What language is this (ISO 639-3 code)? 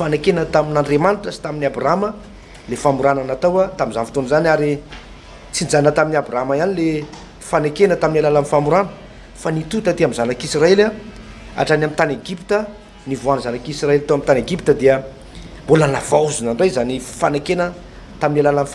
mlg